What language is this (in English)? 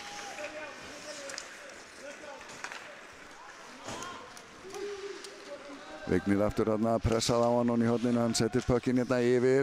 Icelandic